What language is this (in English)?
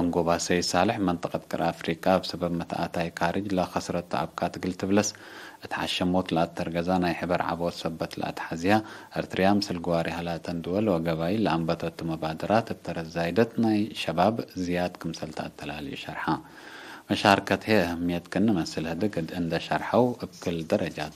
Tigre